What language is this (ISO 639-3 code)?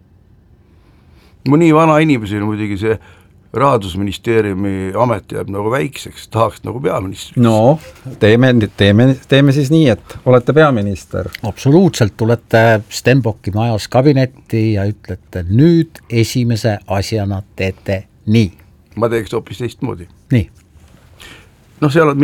est